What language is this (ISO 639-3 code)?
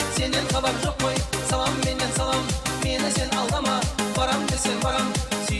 kaa